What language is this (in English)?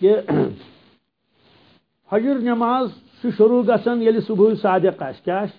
Kashmiri